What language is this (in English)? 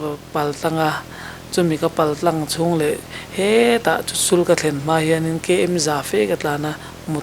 Mizo